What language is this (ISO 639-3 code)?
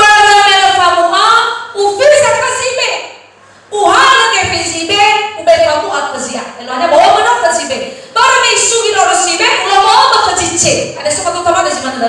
nia